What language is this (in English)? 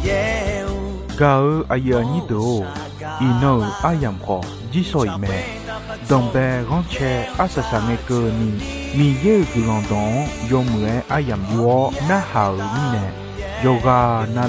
Akha